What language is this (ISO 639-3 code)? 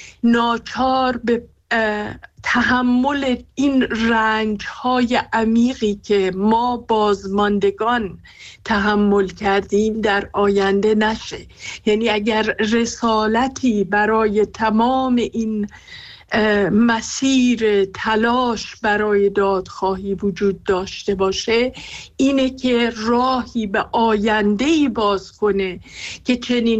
fas